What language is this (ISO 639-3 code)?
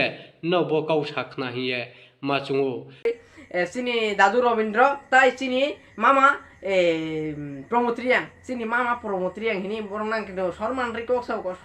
ria